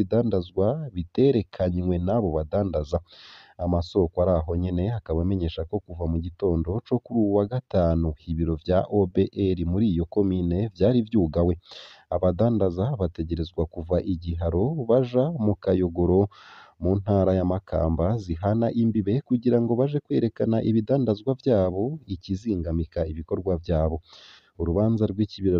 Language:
Rundi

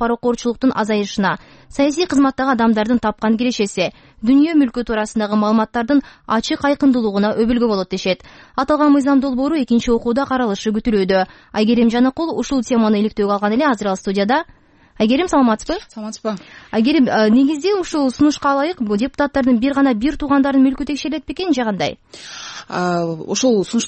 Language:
Kyrgyz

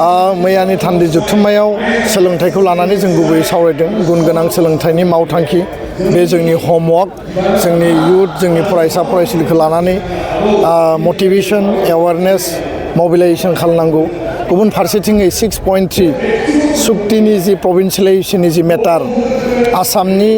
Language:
Bodo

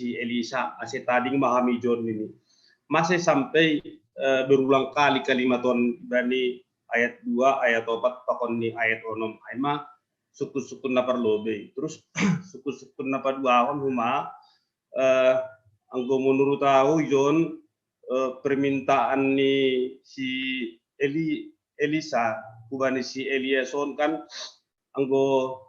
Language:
Batak Simalungun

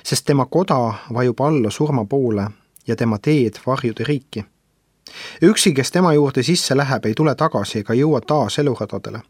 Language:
Estonian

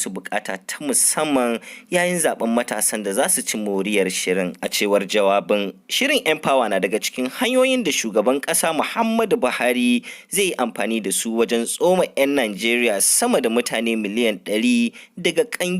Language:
Hausa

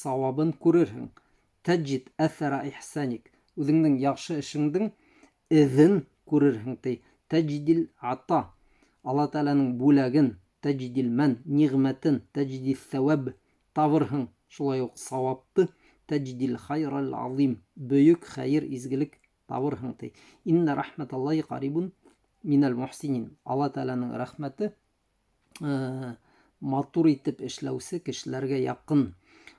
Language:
Bashkir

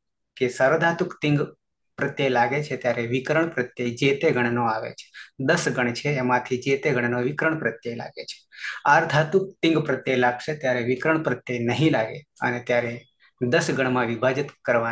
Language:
Gujarati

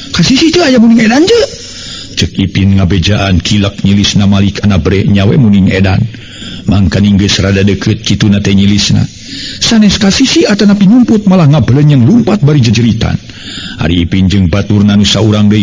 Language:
Sundanese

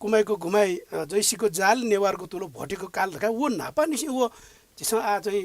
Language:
Newari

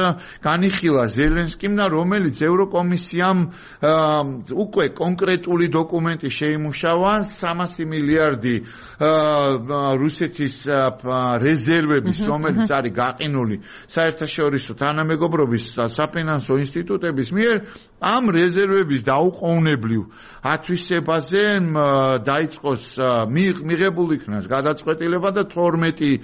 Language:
Georgian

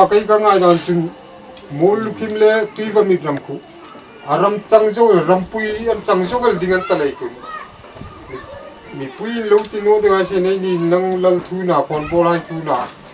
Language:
Hmar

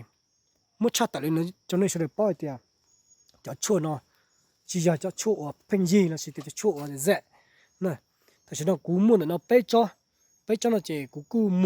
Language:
Hmong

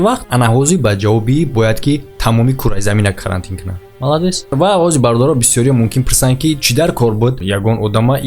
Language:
Tajik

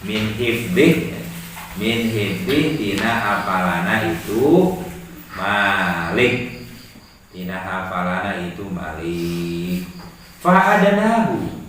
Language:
Sundanese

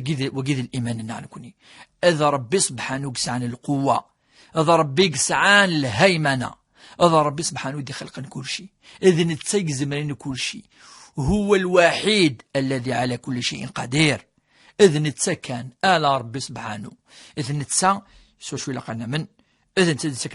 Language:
Kabyle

